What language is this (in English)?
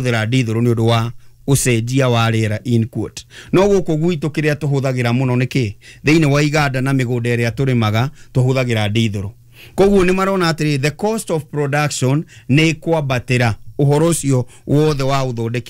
Kikuyu